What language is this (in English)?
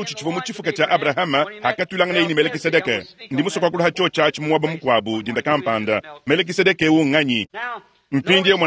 Luba-Lulua